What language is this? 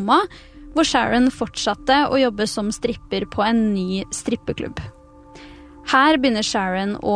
Norwegian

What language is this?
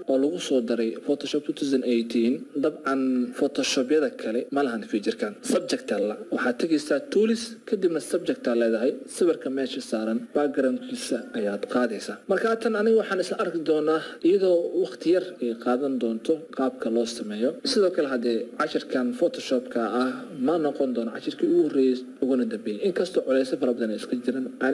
Somali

